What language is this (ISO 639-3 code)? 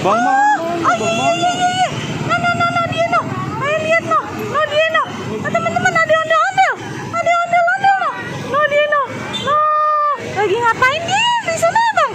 bew